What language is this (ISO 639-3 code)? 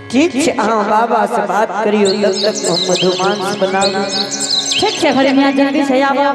anp